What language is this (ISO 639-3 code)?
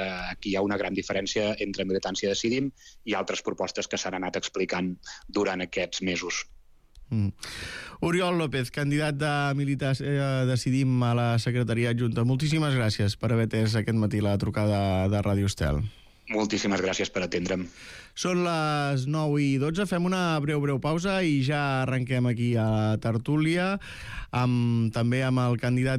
cat